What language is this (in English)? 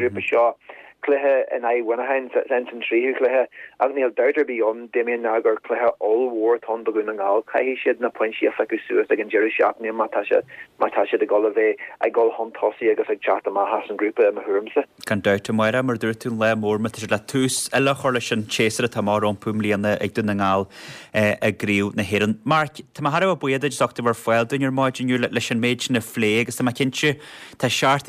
Irish